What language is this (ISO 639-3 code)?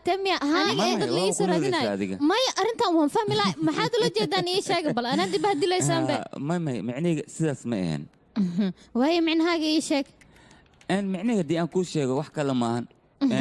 som